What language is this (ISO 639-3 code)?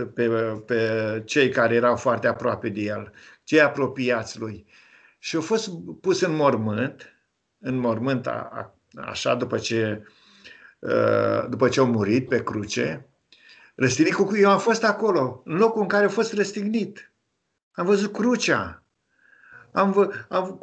ron